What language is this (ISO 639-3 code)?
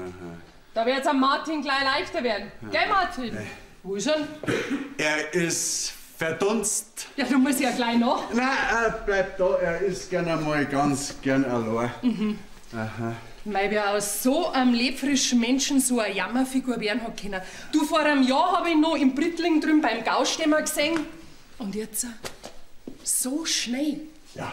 bar